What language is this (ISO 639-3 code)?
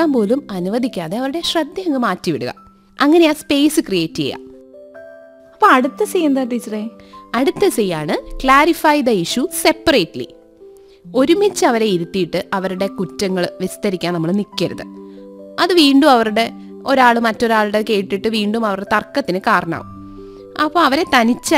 mal